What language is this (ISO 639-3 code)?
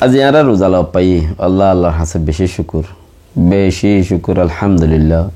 rhg